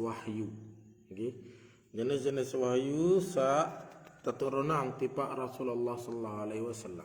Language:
Sasak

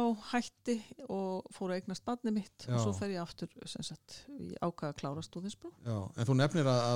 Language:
Icelandic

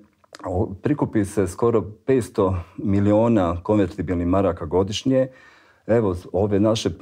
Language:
Bosnian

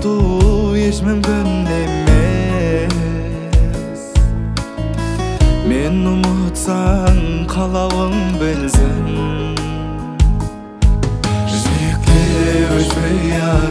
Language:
Kazakh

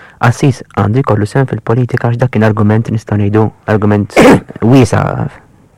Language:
Maltese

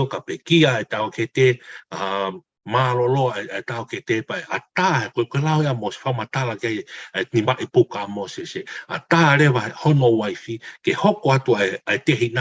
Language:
Tongan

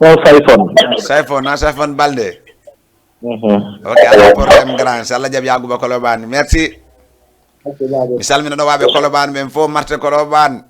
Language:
Fula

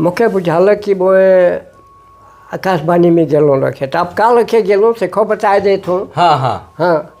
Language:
Sadri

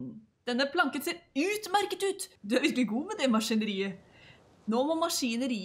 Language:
Norwegian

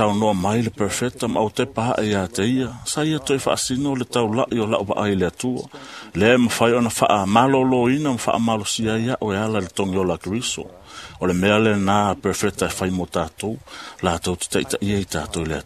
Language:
Samoan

